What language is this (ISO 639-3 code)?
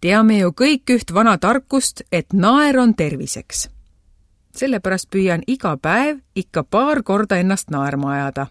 est